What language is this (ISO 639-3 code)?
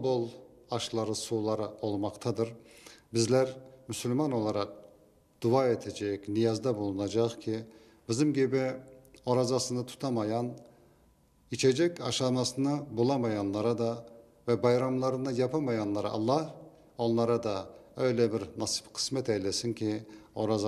crh